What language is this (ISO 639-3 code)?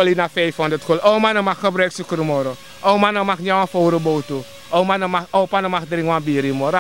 srn